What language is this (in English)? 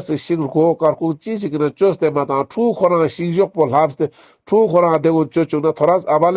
Ladakhi